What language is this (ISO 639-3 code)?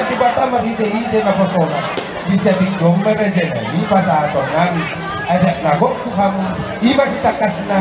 bbc